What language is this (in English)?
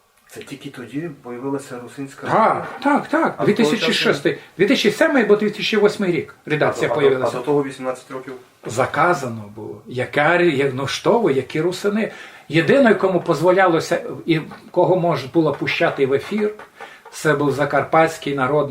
Rusyn